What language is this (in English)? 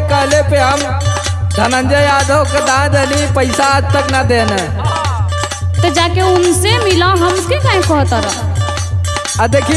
Bhojpuri